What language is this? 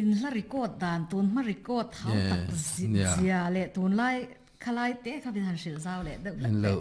Mizo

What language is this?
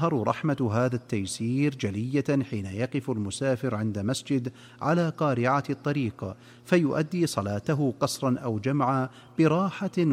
Arabic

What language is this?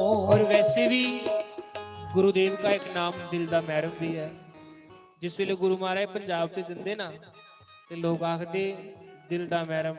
Dogri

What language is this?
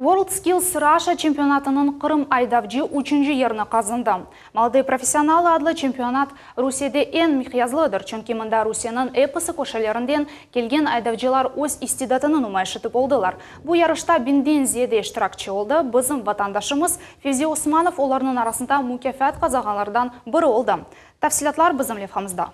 Crimean Tatar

